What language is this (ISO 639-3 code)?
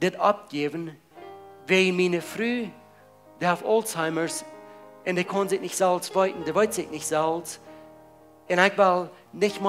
pdt